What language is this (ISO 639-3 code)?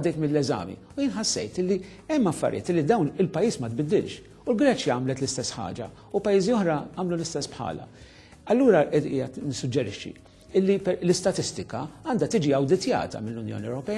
mlt